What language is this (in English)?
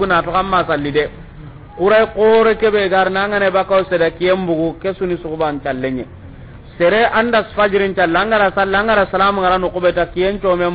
Soninke